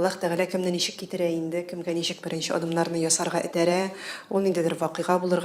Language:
Tatar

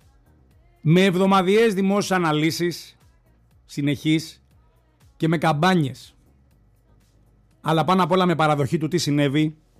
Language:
Greek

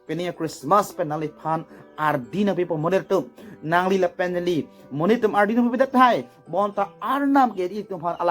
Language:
Karbi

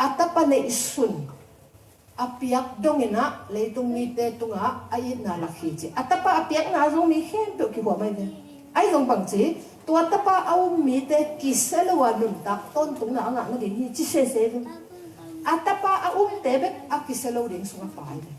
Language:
Tedim Chin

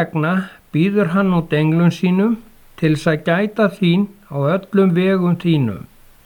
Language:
Icelandic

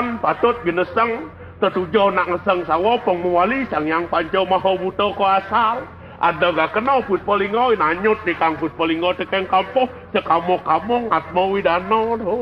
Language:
Balinese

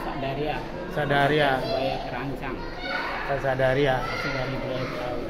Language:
Betawi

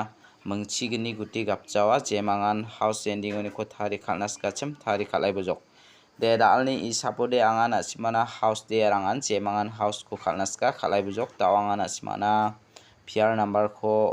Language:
Garo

